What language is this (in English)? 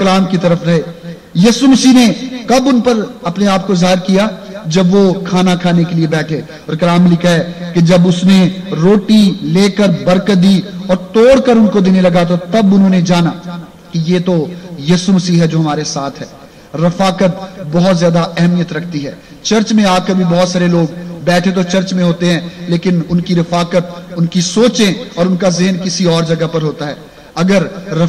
Urdu